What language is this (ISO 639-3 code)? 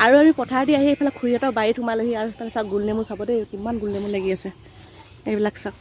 asm